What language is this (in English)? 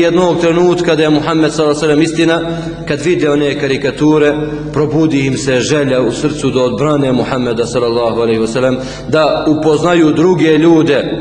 Bosnian